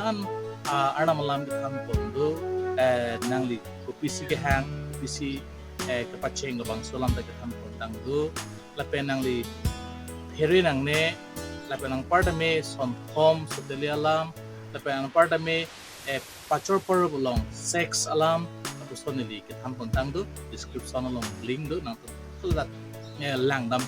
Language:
Karbi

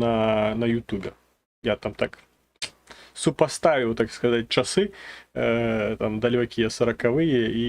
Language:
Belarusian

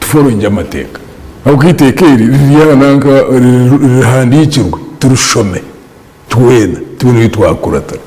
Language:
Nyankole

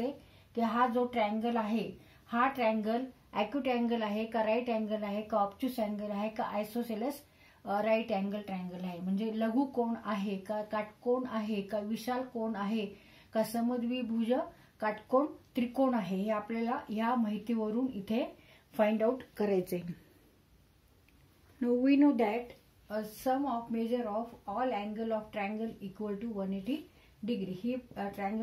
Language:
Marathi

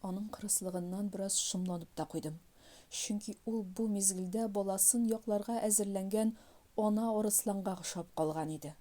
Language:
Tatar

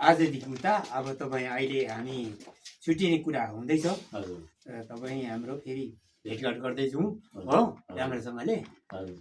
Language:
Nepali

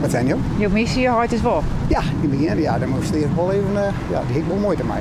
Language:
Western Frisian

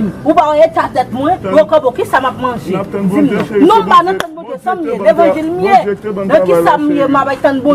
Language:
Haitian Creole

